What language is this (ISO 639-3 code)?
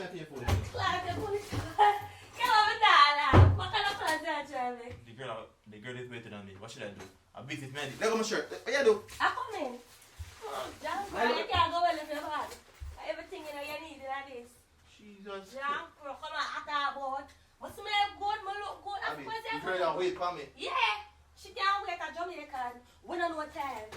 jam